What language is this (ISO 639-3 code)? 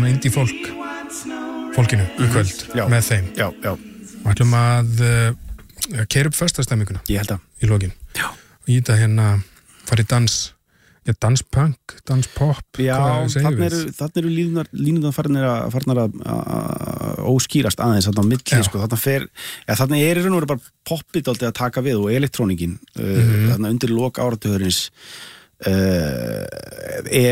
isl